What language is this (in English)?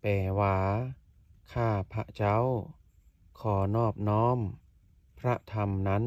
Lao